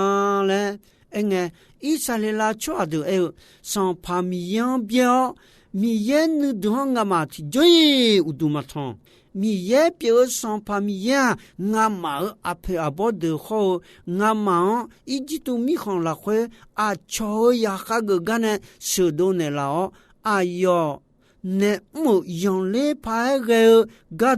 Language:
Akha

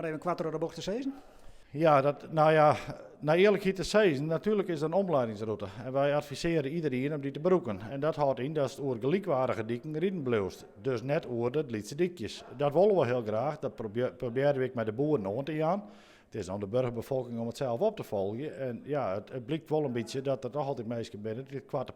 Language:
Western Frisian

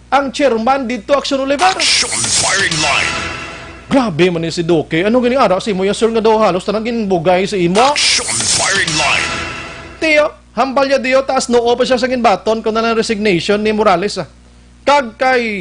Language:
Hiligaynon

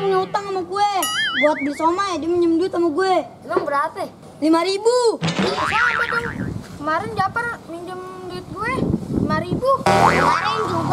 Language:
Betawi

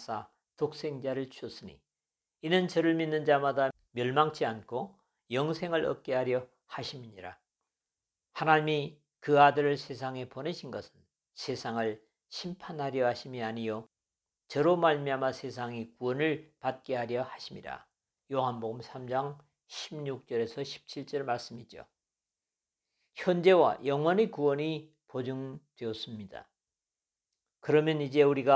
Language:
Korean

